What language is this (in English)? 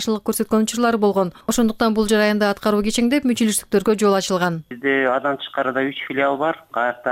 Kyrgyz